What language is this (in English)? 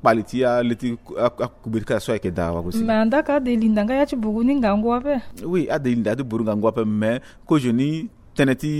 Sango